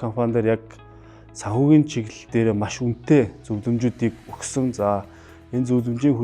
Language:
Mongolian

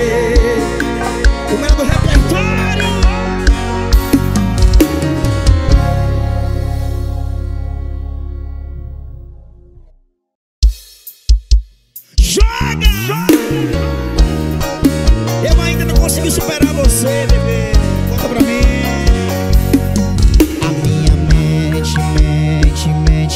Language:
Portuguese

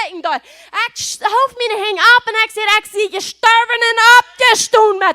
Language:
Plautdietsch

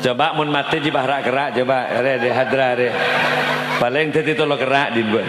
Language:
Madurese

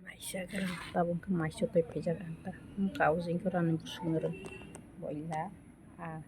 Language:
Kok Borok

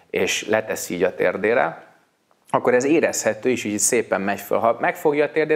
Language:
Hungarian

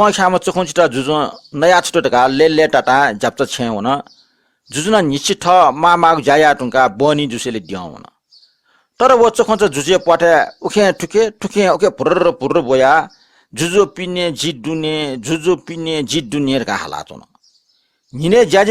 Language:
Newari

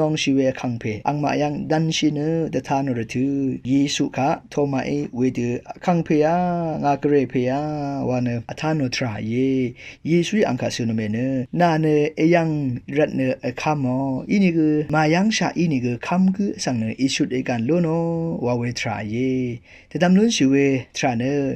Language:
Rawang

